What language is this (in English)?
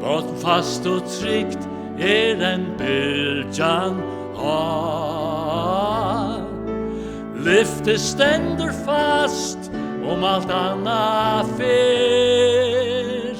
Faroese